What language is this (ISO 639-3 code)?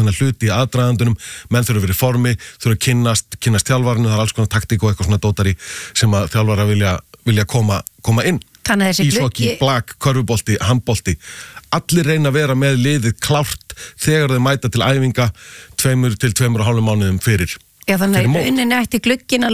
isl